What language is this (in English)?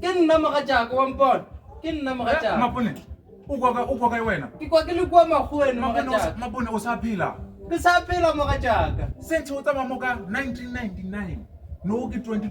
Northern Sotho